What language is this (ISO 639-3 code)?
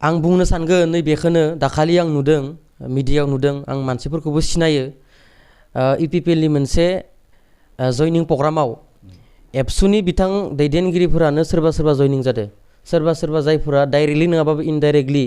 brx